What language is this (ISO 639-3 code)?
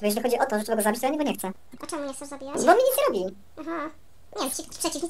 pol